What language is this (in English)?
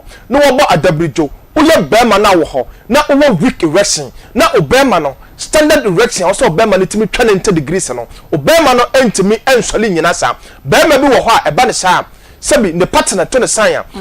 Akan